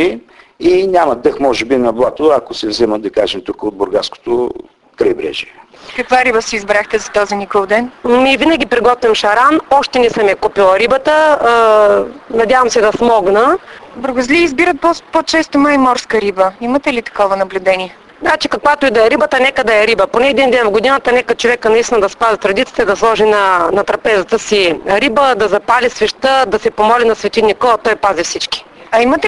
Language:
Bulgarian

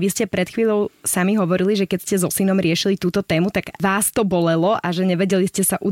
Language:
Slovak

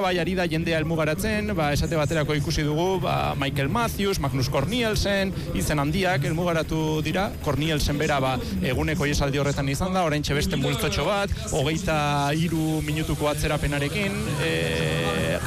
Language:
Basque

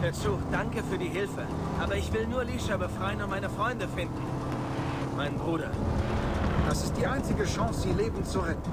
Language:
Swiss German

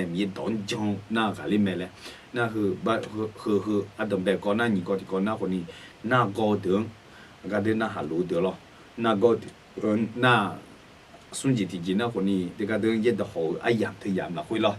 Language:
Akha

